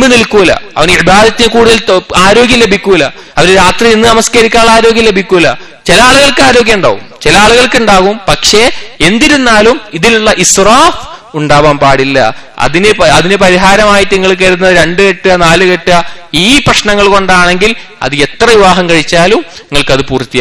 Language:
Malayalam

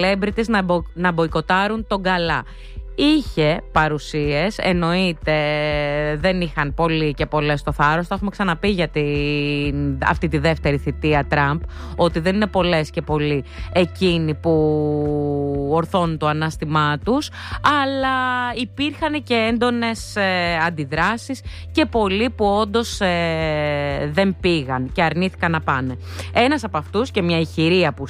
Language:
Greek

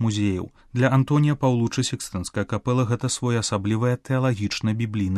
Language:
Belarusian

